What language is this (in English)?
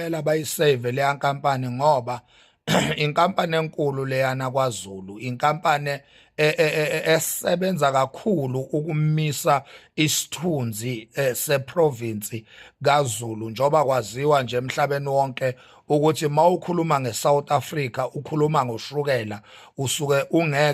Zulu